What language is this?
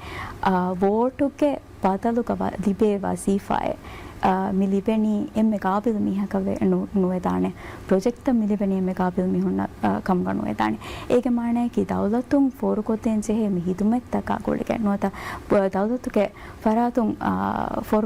Divehi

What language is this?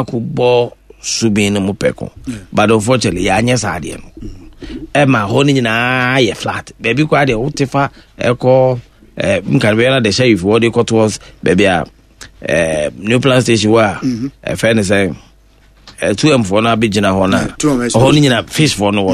Akan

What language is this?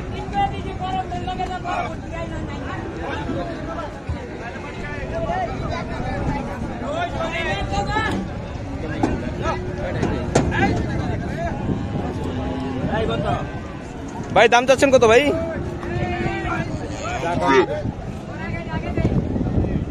Bangla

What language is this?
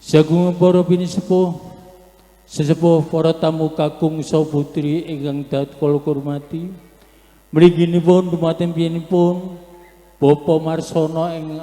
Javanese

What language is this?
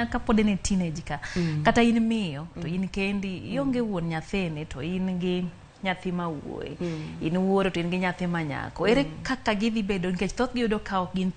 Luo (Kenya and Tanzania)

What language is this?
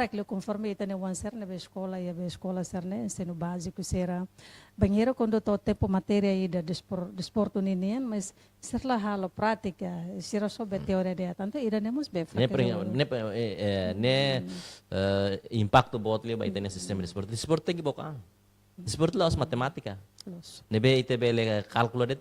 Tetum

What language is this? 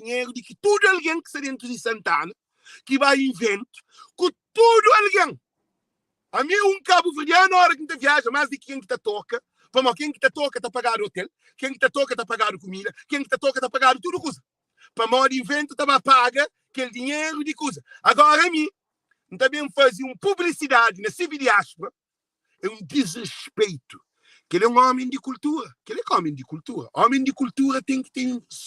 Kabuverdianu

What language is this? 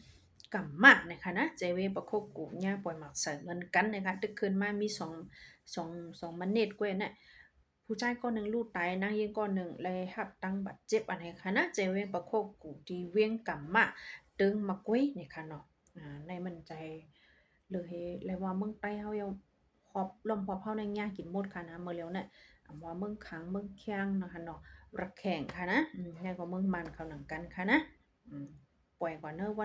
Shan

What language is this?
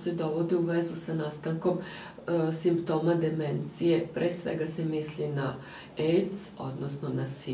Serbian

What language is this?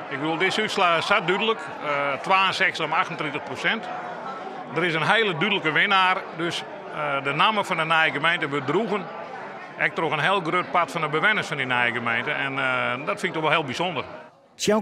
Western Frisian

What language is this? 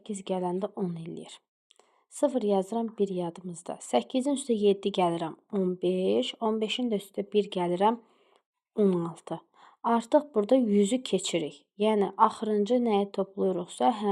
Azerbaijani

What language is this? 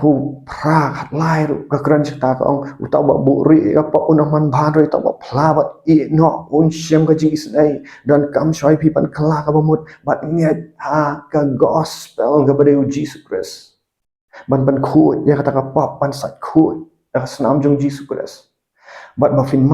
Khasi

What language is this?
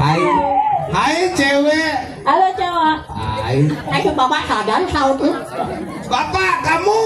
Balinese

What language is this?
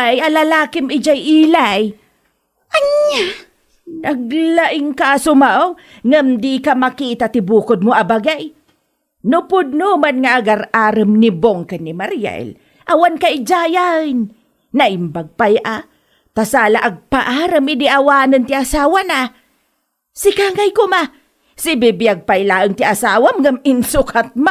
Iloko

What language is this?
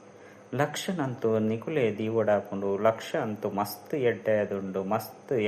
Tulu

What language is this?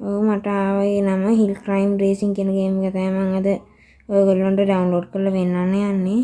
Sinhala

